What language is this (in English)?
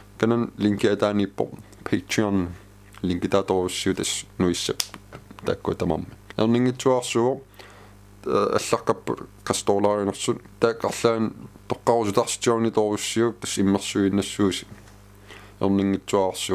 Kalaallisut